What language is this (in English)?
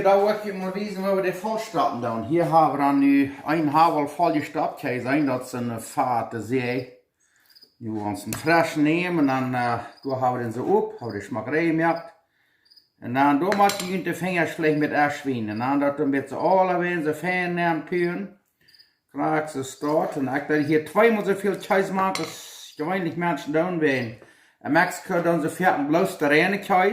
Plautdietsch